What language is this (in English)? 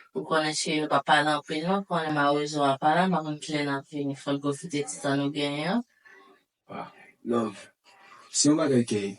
Haitian Creole